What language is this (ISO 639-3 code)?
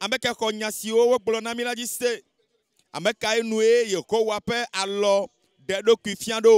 ewe